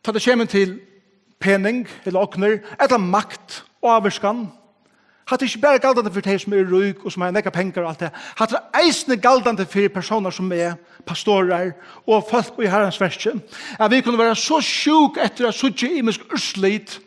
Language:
Faroese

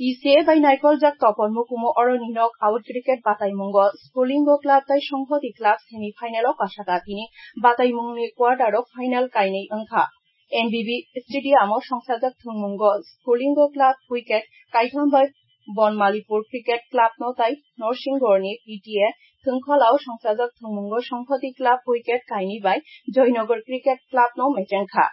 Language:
Kok Borok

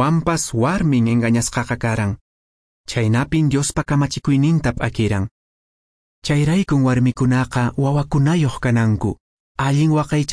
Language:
Quechua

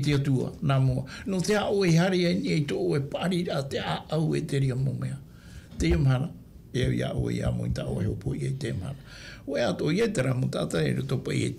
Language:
Tahitian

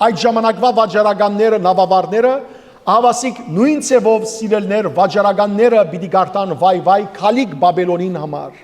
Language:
Western Armenian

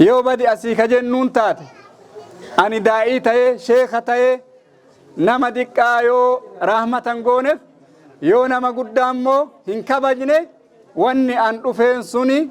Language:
Oromo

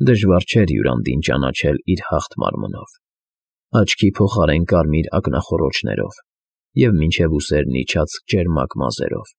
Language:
Armenian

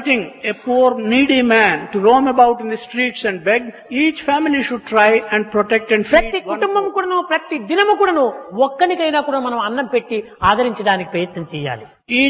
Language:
Telugu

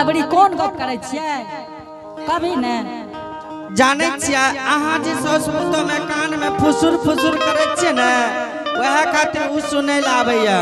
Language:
Angika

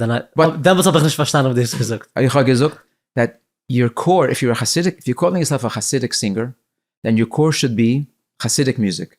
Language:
Yiddish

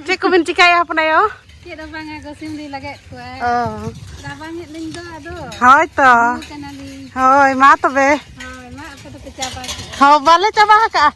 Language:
Santali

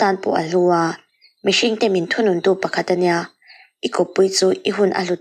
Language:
Mizo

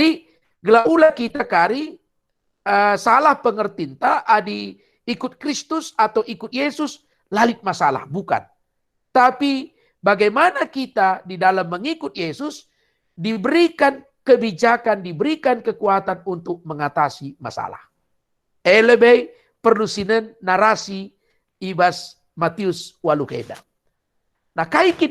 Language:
Batak Karo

